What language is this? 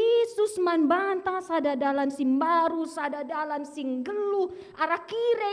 Batak Karo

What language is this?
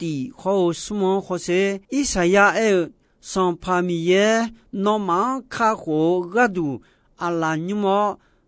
Akha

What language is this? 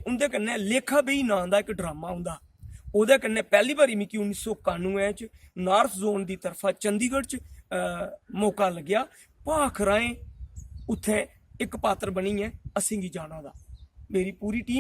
Dogri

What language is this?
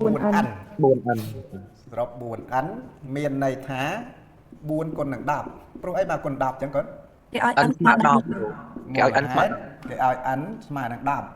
Khmer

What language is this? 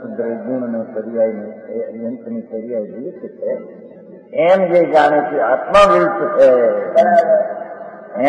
Gujarati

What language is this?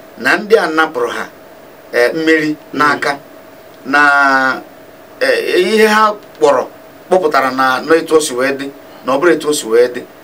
Igbo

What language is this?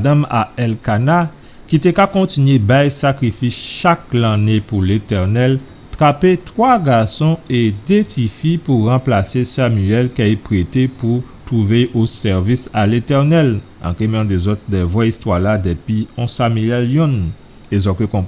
Guadeloupean Creole French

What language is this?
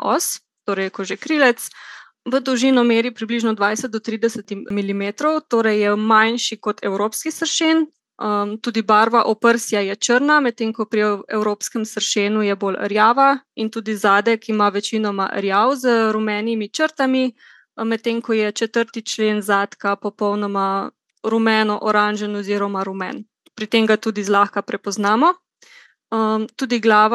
Slovenian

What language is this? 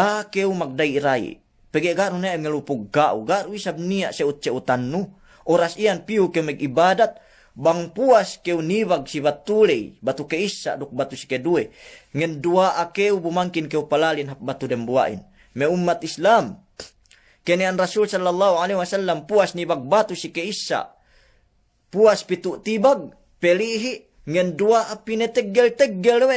Yakan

